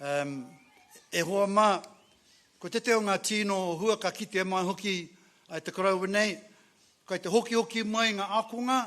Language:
Māori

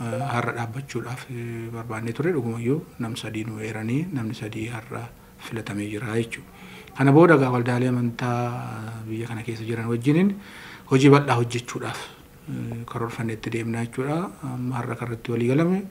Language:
Oromo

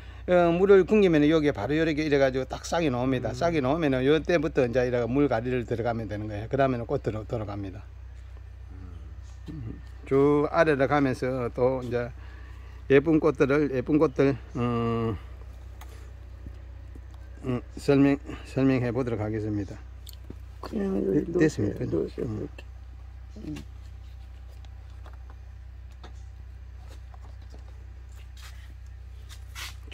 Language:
Korean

